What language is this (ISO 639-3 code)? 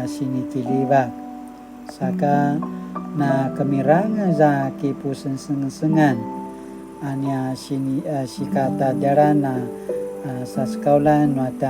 pwn